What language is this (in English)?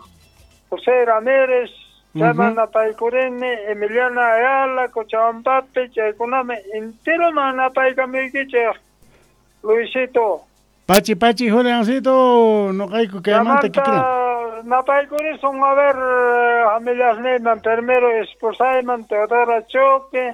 South Bolivian Quechua